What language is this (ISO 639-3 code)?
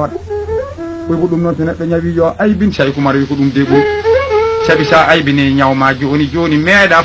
ful